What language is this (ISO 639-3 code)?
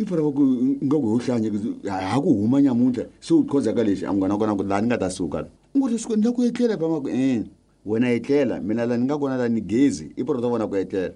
tso